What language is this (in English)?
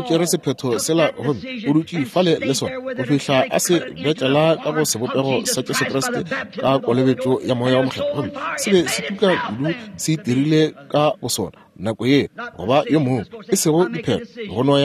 Northern Sotho